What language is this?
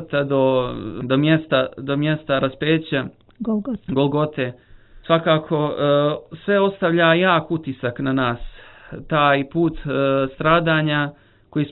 Bosnian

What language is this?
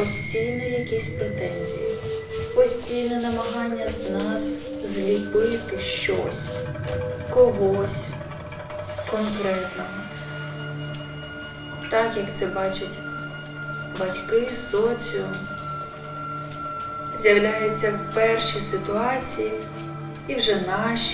Ukrainian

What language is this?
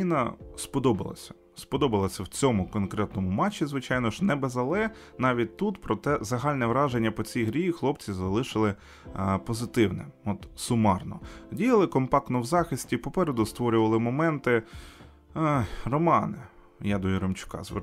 Ukrainian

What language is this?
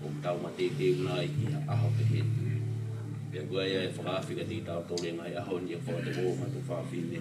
Tongan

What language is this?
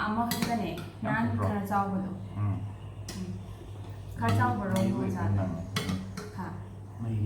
Manipuri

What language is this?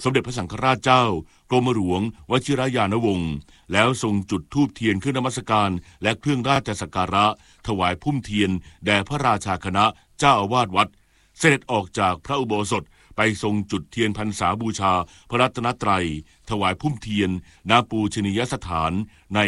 Thai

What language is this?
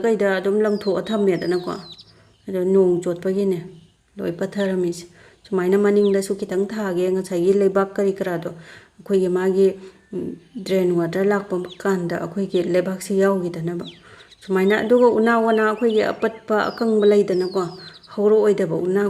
Manipuri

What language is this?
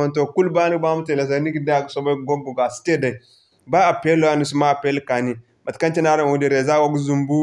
Zarma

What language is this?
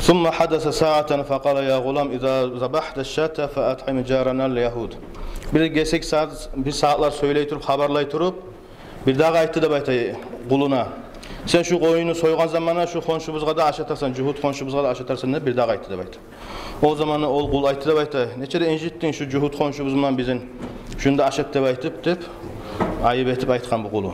Kumyk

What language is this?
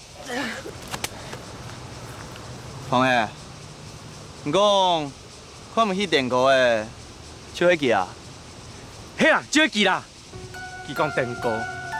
Hakka Chinese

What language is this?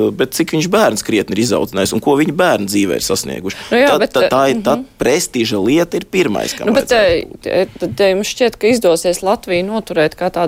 Latvian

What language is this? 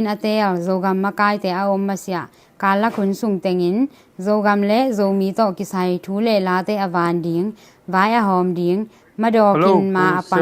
Tedim Chin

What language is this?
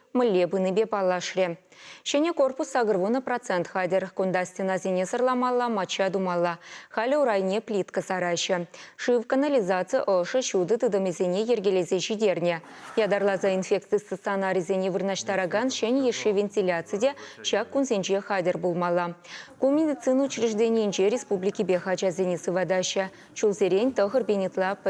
Chuvash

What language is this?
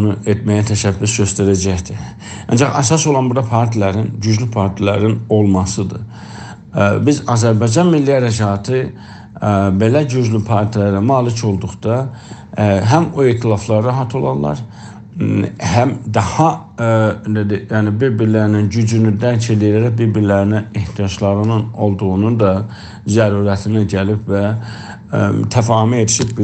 South Azerbaijani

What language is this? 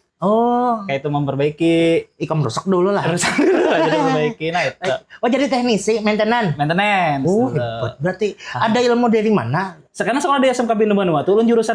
Banjar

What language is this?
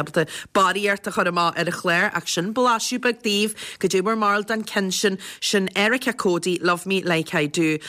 Irish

